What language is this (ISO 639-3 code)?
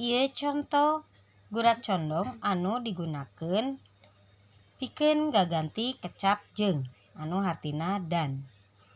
sun